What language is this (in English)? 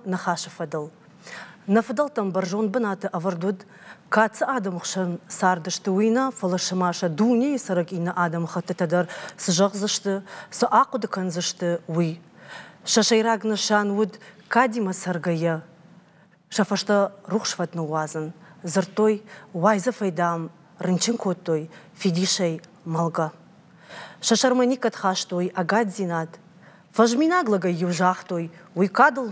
Ossetic